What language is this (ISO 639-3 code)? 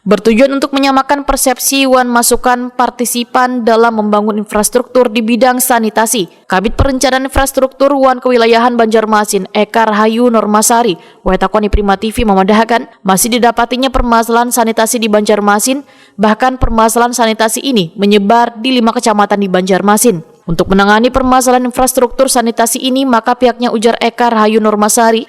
bjn